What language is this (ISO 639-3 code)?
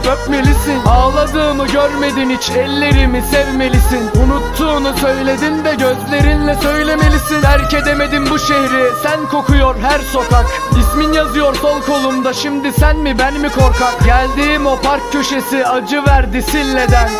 tur